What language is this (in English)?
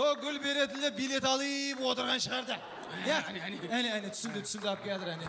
Kara-Kalpak